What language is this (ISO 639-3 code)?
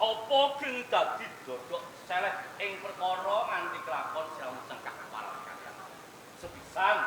jav